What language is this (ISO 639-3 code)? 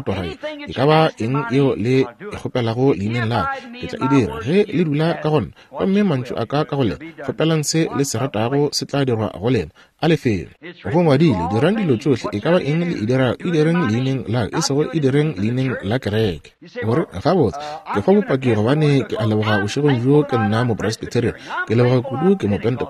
nso